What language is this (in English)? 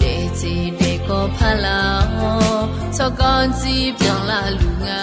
Akha